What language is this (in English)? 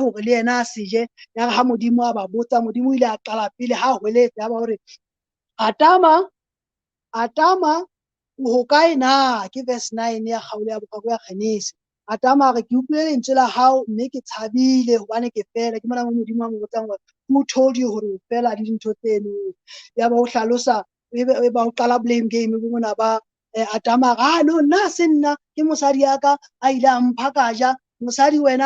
Southern Sotho